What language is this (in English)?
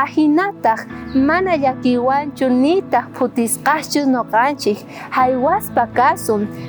South Bolivian Quechua